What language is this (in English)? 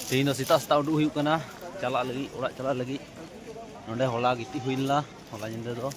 Santali